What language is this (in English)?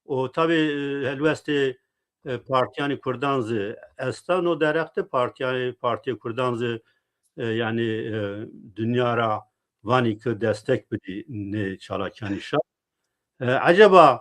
Zaza